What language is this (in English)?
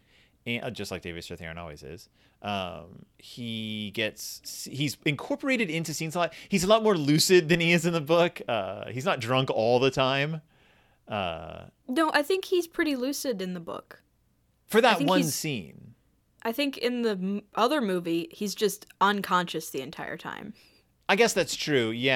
English